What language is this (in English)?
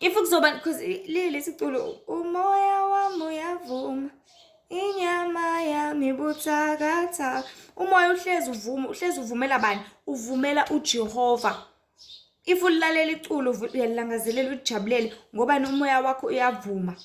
Zulu